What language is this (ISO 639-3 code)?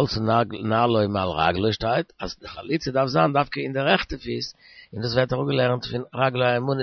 yid